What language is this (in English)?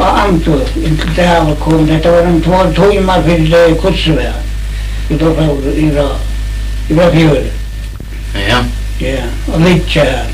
Faroese